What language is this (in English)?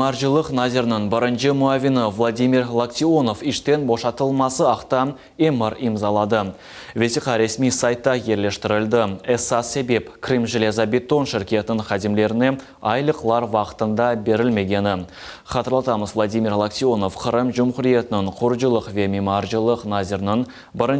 Crimean Tatar